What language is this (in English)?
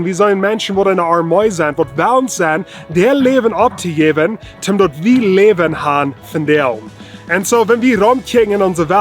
Plautdietsch